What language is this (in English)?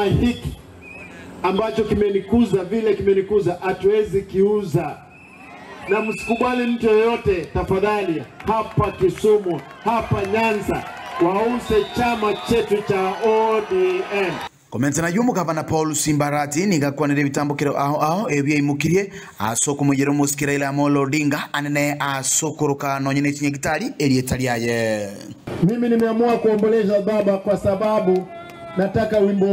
Gusii